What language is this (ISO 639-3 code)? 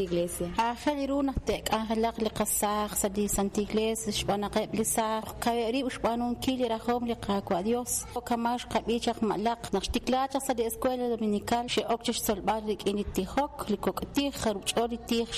kek